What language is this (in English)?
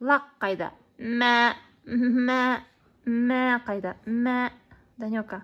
Kazakh